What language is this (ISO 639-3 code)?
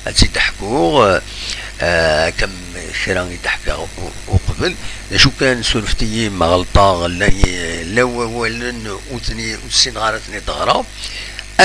kab